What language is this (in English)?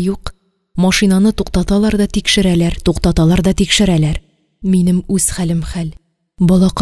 Tatar